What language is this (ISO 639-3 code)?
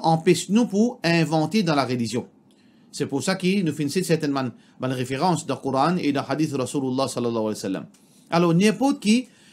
mfe